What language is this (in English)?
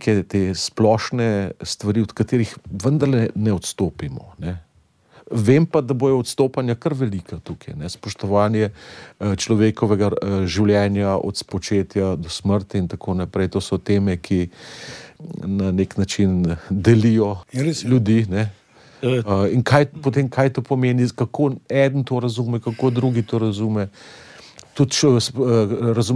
Slovenian